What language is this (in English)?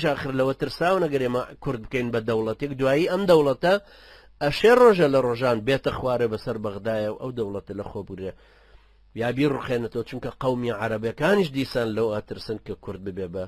Central Kurdish